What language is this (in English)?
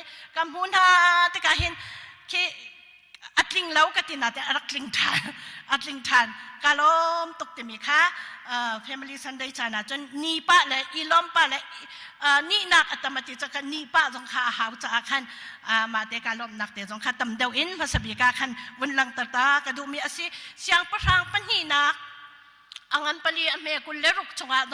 Hakha Chin